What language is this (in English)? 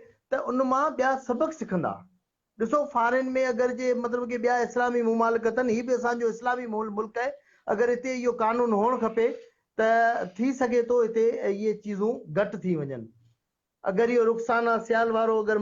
Sindhi